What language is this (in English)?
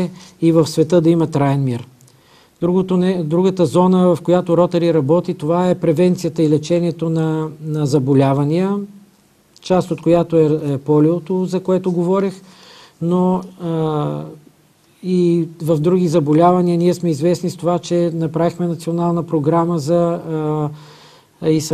Bulgarian